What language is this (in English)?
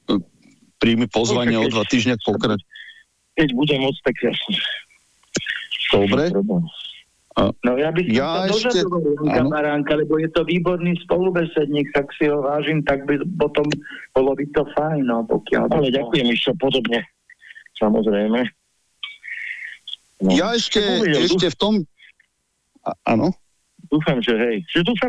Slovak